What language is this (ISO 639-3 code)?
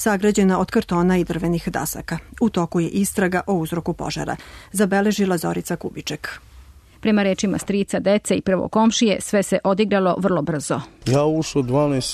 srp